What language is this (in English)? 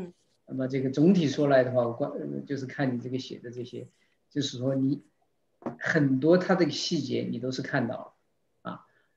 Chinese